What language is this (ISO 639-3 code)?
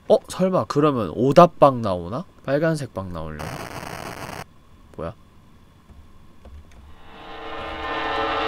kor